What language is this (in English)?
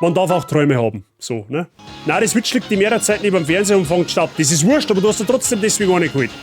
Bavarian